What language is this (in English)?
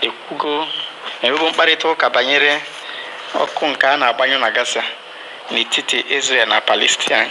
Igbo